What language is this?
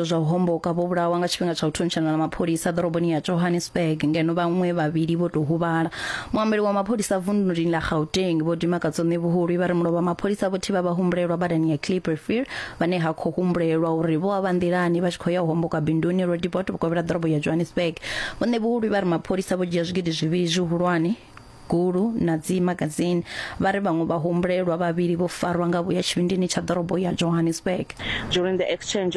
Venda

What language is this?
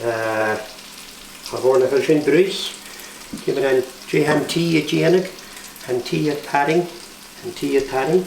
Scottish Gaelic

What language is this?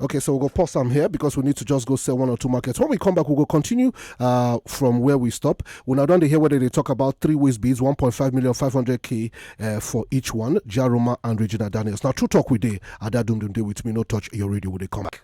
Nigerian Pidgin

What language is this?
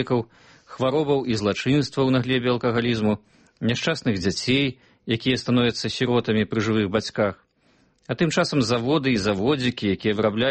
Belarusian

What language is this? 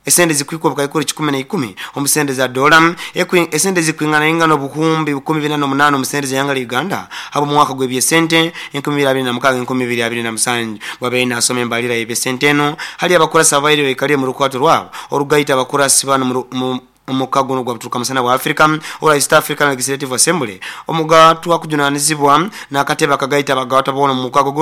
Nyoro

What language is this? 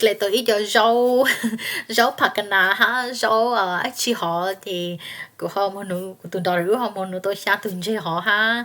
Hmong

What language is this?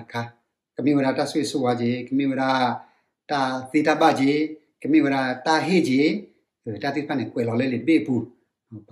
S'gaw Karen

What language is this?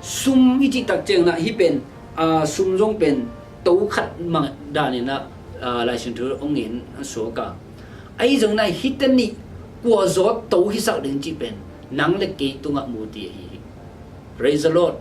Tedim Chin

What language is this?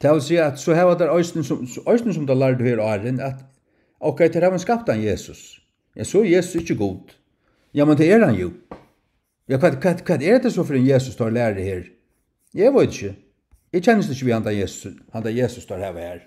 Faroese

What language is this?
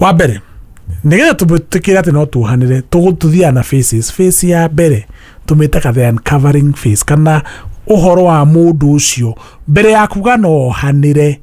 Kikuyu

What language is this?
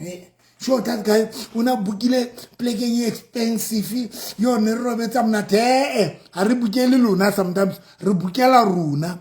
Southern Sotho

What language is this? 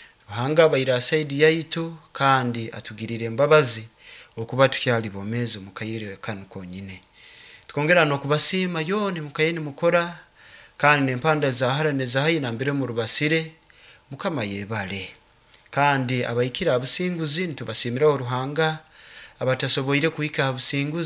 Nyoro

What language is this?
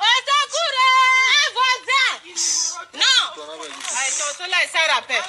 Sango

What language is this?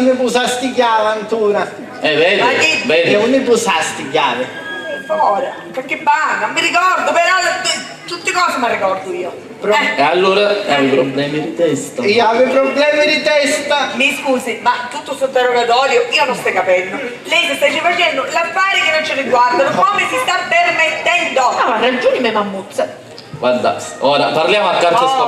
Sicilian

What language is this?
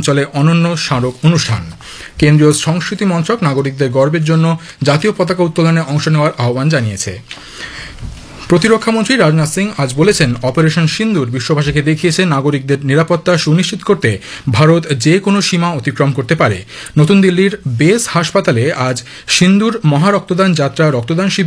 Bangla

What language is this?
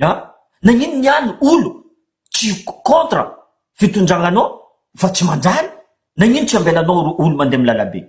Malagasy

